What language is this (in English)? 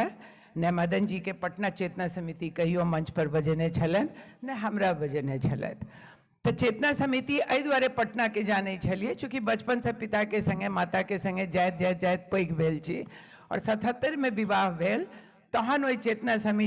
Maithili